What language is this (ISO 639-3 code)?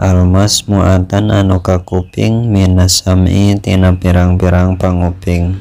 sun